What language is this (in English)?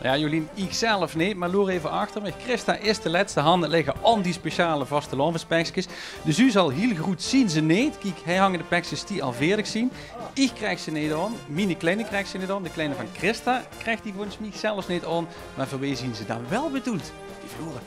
Limburgish